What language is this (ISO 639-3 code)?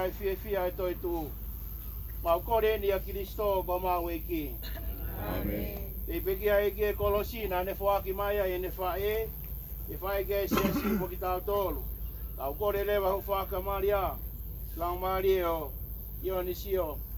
ton